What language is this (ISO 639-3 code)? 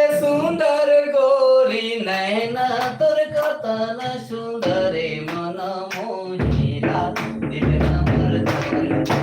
sck